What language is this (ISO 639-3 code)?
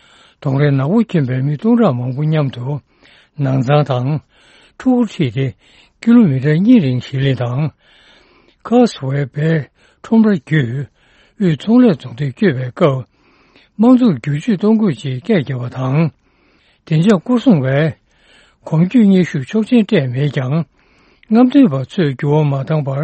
bod